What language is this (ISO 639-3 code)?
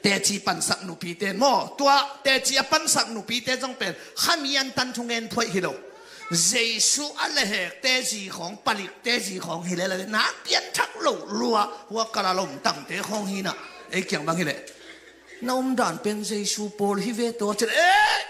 ctd